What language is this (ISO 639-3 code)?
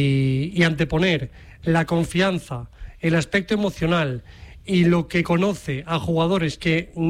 spa